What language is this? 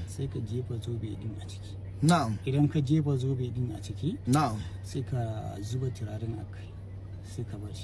Hausa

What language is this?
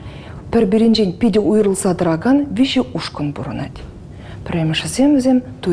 Chuvash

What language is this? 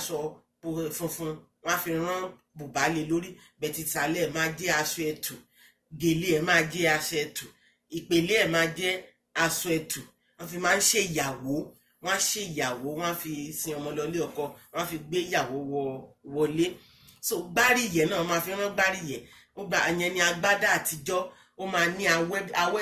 Yoruba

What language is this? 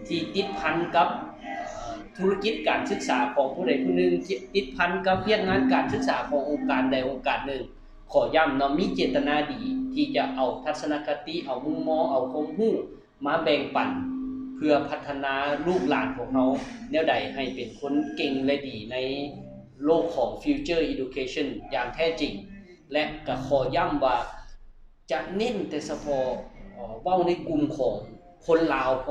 Lao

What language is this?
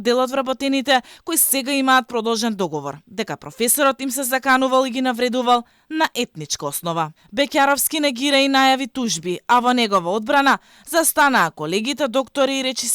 Macedonian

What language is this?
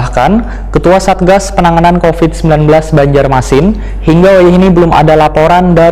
Banjar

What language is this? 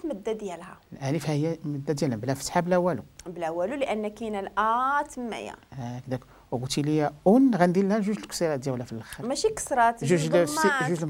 Moroccan Arabic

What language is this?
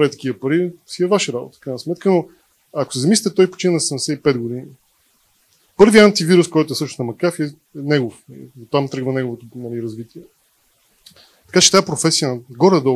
Bulgarian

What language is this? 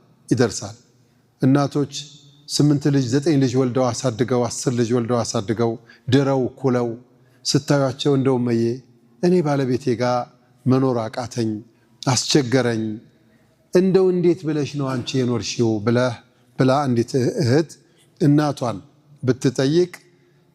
Amharic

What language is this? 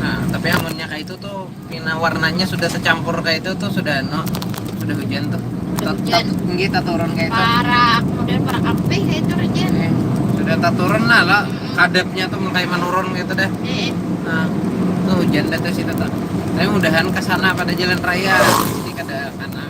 Banjar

